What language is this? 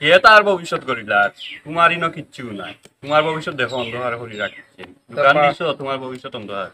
Sylheti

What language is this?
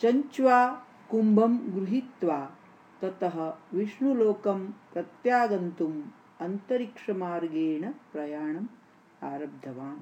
Sanskrit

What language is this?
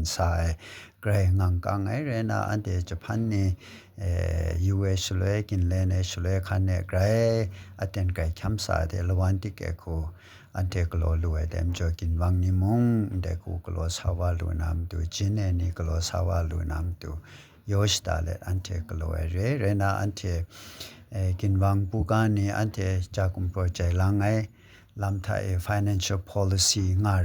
Kachin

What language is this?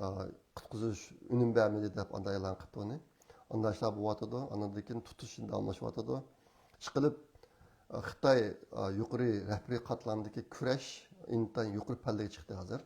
Uyghur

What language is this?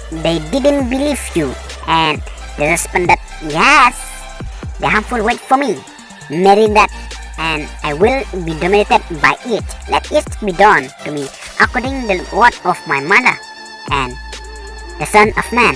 Khasi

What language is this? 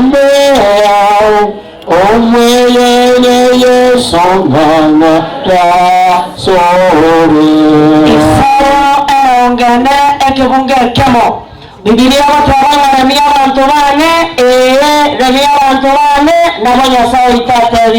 Gusii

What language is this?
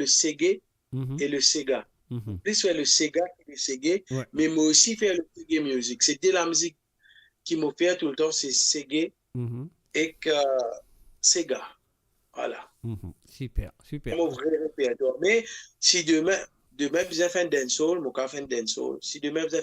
Morisyen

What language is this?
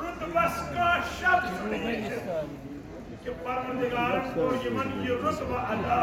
Kashmiri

